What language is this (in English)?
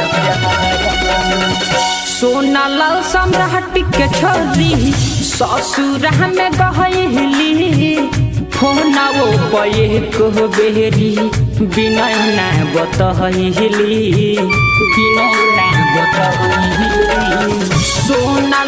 Bhojpuri